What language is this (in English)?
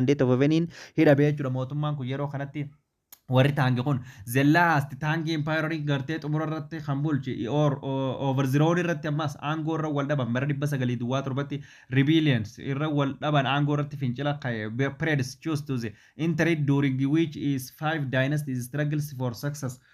Oromo